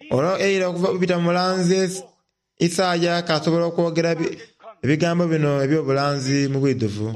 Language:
Soga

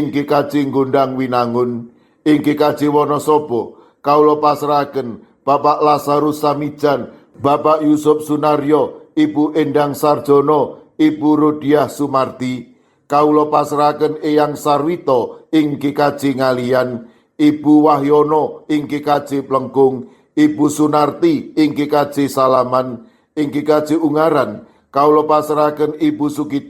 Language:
Javanese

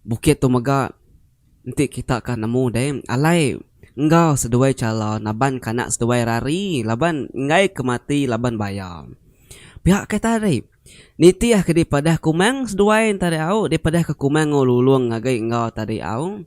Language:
Iban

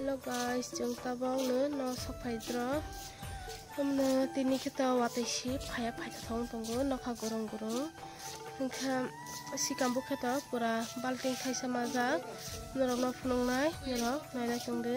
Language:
Kok Borok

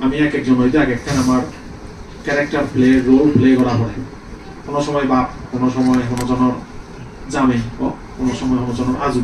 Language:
Chakma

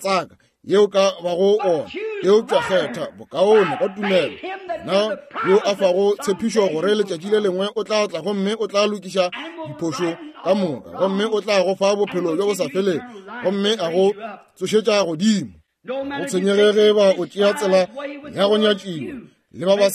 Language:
Northern Sotho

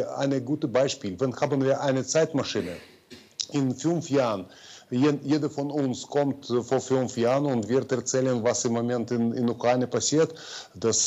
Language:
German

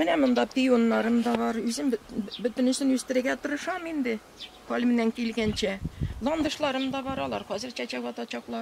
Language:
Tatar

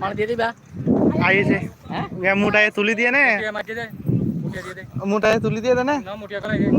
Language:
Rohingya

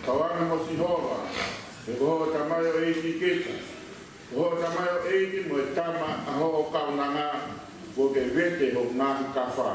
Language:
Tongan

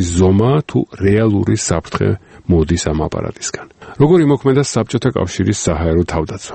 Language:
Georgian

